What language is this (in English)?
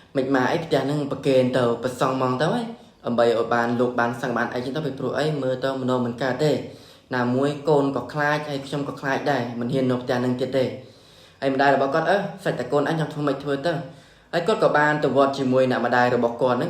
Khmer